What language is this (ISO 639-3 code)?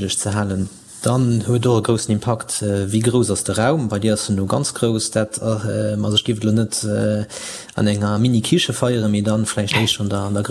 ltz